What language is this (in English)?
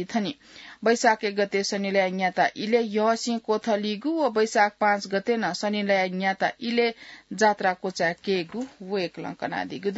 Newari